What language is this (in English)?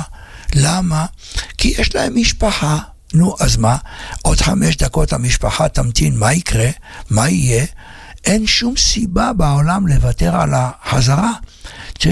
Hebrew